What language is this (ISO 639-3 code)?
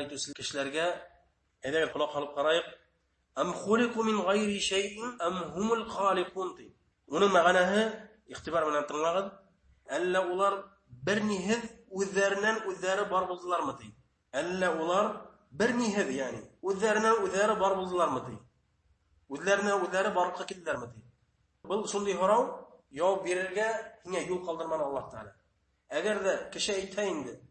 bak